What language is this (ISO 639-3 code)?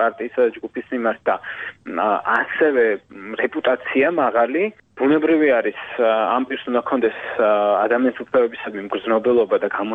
kat